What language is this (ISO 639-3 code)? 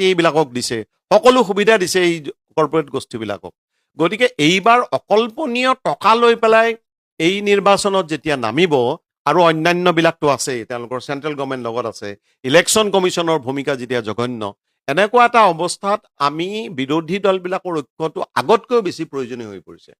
asm